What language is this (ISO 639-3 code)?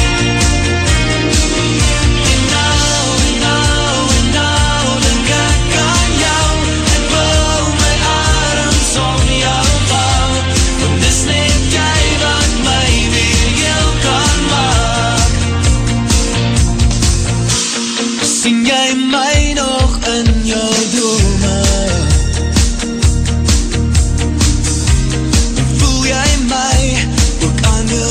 afr